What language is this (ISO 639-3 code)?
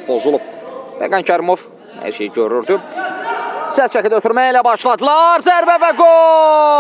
aze